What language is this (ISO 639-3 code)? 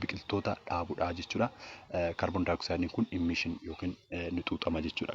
orm